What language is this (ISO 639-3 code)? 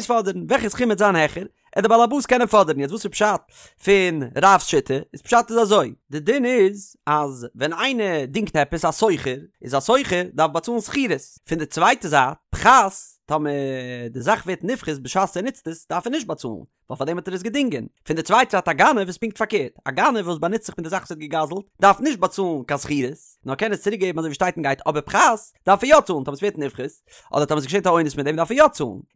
yid